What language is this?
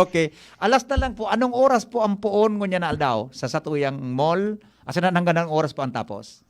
Bikol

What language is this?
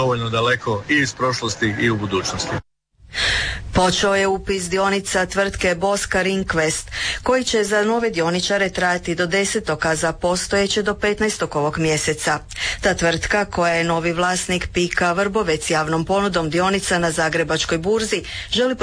Croatian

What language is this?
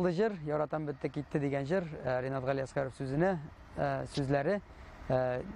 Tatar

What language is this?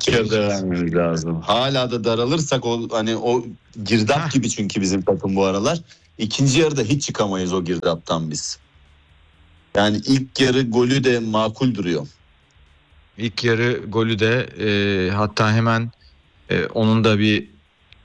Turkish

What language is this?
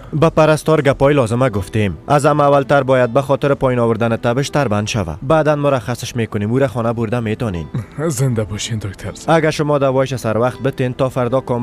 Persian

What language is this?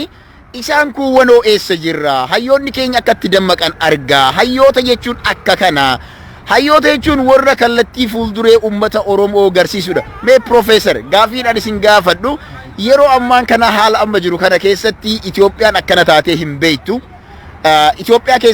Oromo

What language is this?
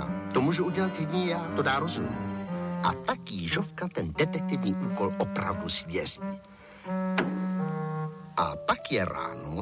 Czech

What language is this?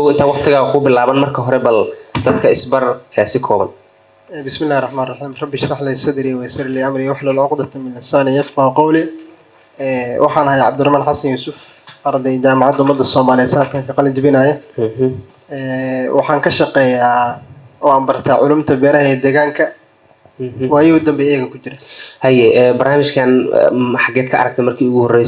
Somali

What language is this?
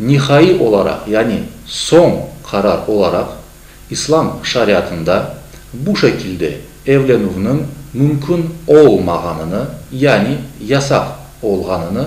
Crimean Tatar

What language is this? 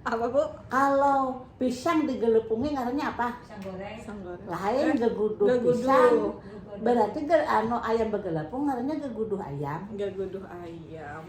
Banjar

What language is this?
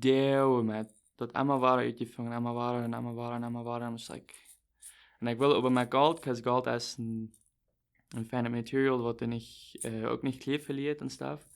Plautdietsch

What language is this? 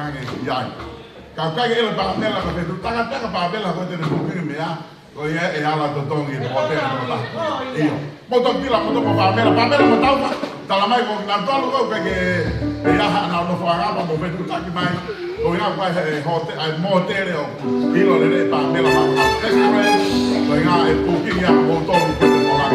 Tongan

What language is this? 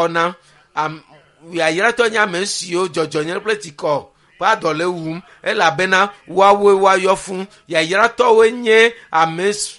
Ewe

